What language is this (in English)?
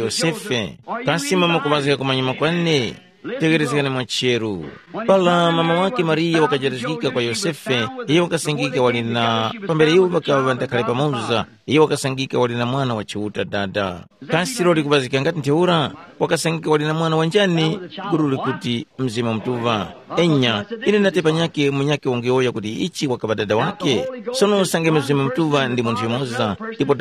Tumbuka